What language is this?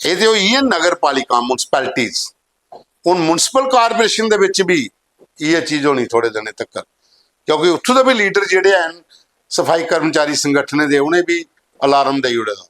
Dogri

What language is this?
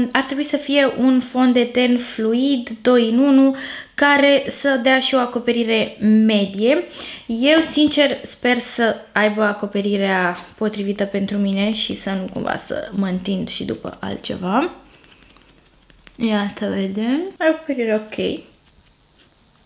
Romanian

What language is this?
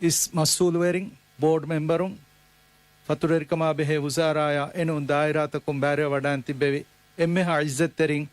Divehi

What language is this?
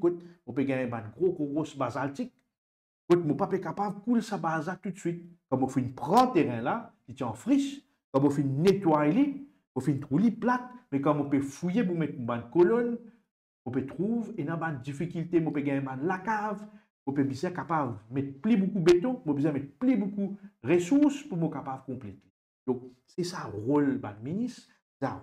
Morisyen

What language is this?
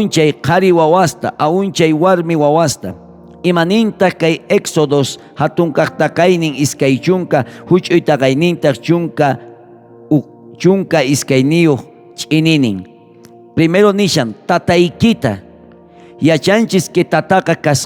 South Bolivian Quechua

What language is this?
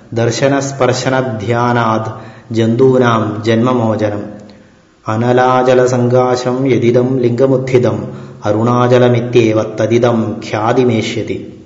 Sanskrit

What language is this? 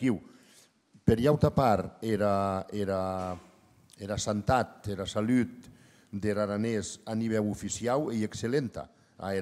Occitan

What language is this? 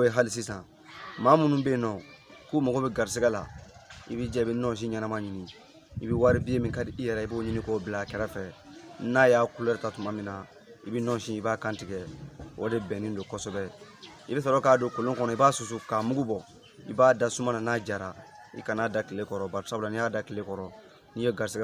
Bambara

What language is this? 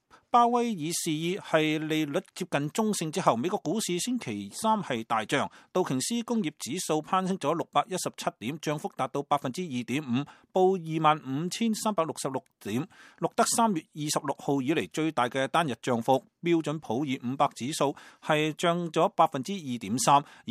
Cantonese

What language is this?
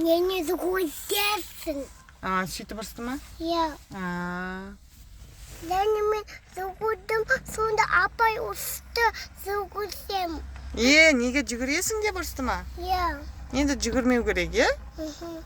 Kazakh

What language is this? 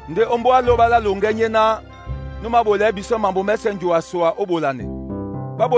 Duala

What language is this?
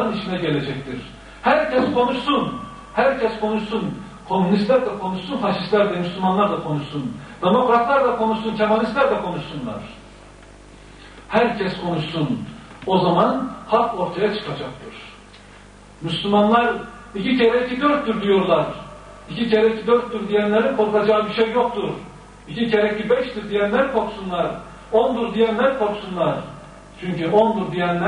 Turkish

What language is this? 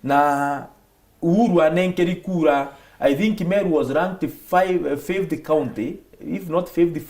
Meru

